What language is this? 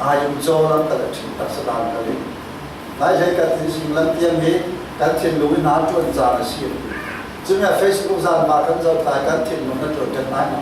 Falam Chin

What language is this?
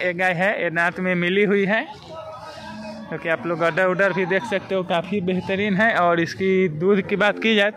Hindi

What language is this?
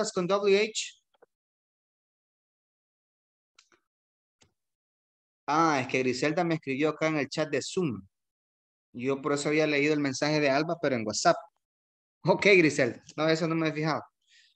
Spanish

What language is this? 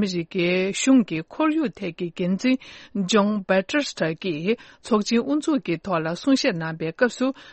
Tibetan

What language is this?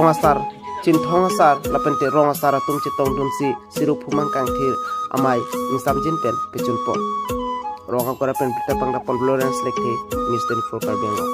Karbi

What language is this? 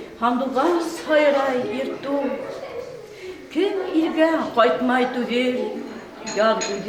Bashkir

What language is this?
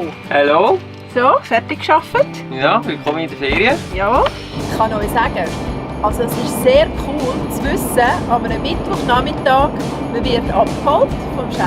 Swiss German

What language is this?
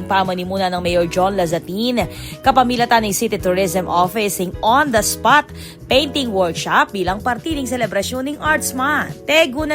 Pampanga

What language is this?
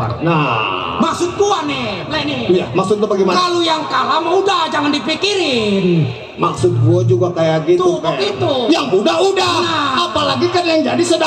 Betawi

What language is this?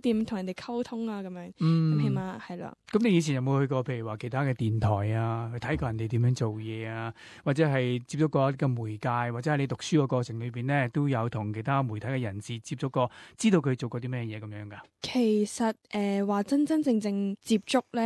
Cantonese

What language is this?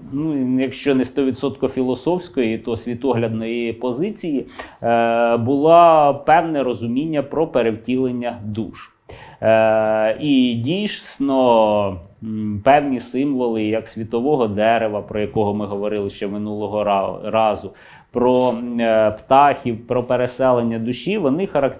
Ukrainian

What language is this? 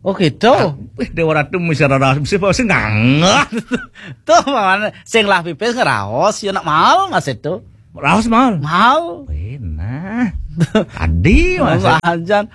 Balinese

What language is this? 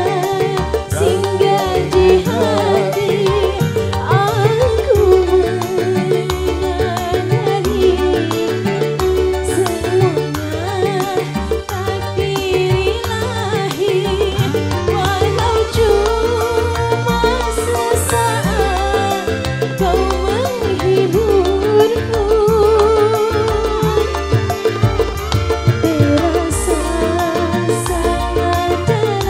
Indonesian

